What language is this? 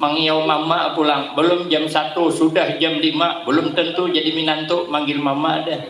Banjar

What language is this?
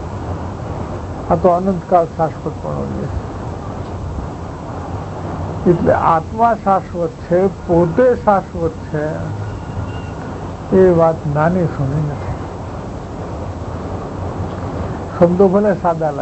Gujarati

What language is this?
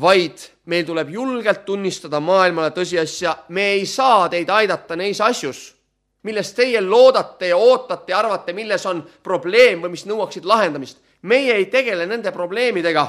Estonian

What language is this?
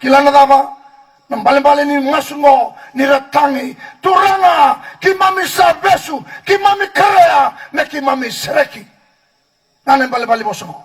Fijian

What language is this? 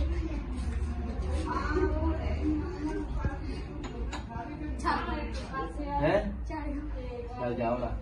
Punjabi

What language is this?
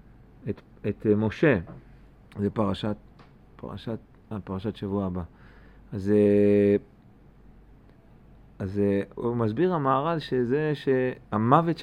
Hebrew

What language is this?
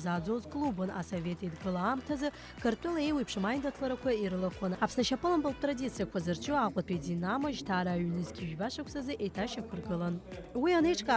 Abkhazian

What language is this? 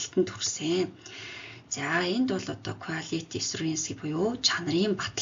Mongolian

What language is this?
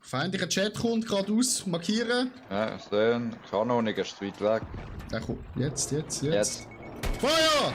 Swiss German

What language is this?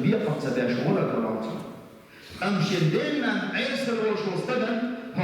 Chechen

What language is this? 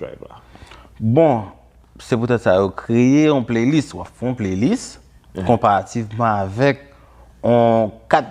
Haitian Creole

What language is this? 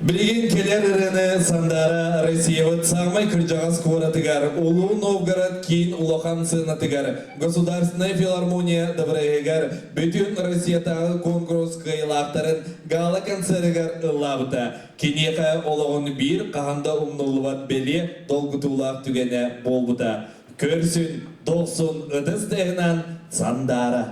Yakut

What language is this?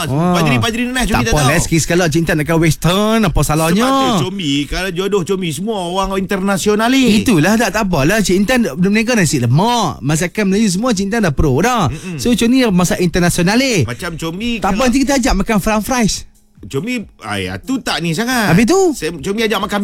Malay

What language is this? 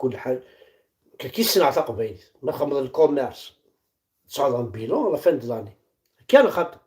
Kabyle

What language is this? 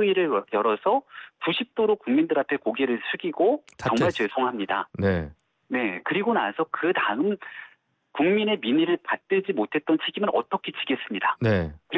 Korean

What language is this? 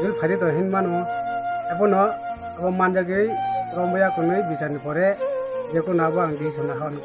Kok Borok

